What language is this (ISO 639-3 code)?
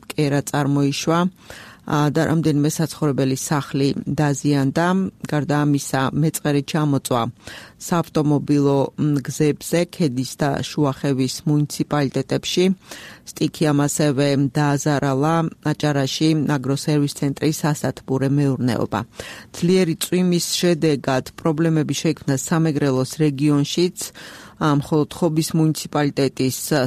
kat